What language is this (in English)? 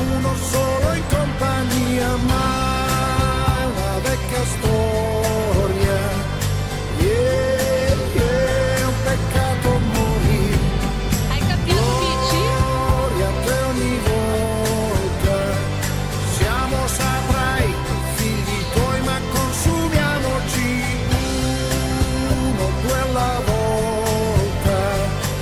Italian